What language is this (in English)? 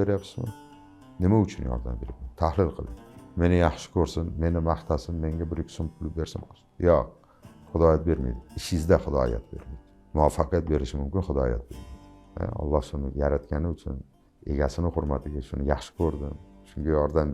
Uzbek